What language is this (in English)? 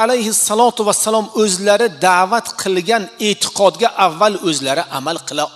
Uzbek